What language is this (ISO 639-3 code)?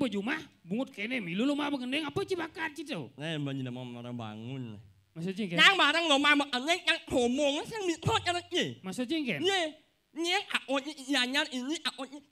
ban